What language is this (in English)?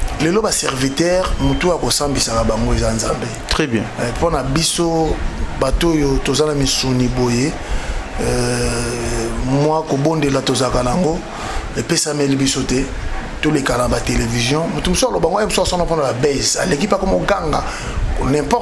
Lingala